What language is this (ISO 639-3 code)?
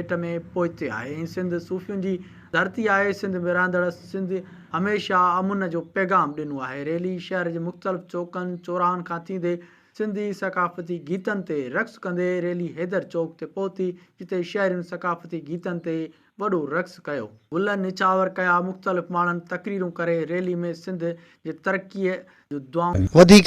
snd